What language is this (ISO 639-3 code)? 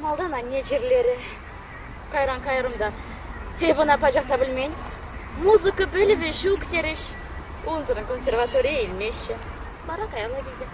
chv